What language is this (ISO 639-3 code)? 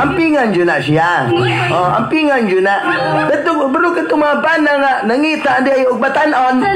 ceb